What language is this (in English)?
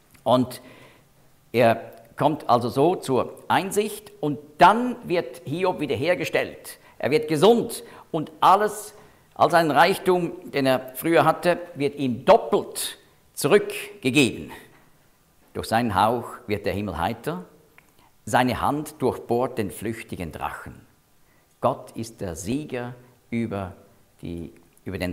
German